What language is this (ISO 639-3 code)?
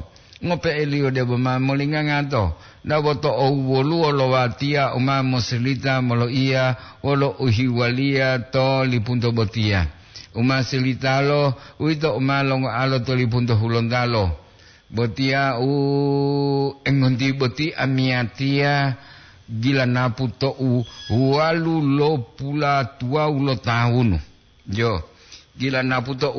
gor